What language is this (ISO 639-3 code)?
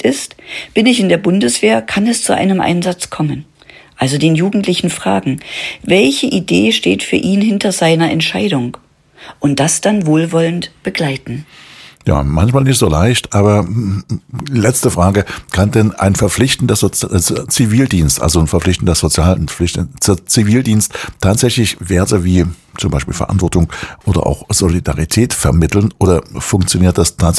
deu